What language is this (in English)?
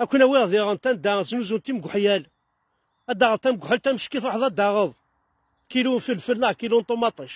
Kabyle